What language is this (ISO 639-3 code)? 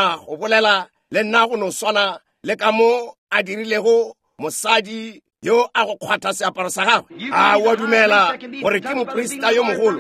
nso